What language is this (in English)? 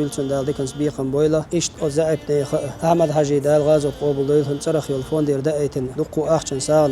Chechen